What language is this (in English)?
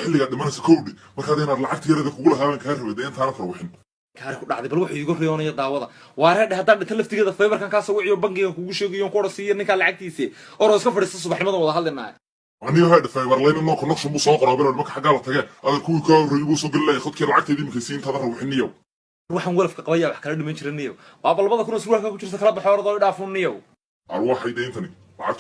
Somali